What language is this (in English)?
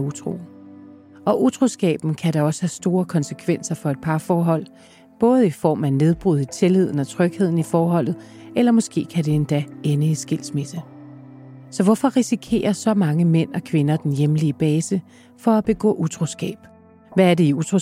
Danish